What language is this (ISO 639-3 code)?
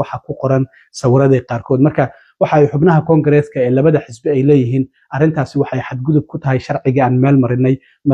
som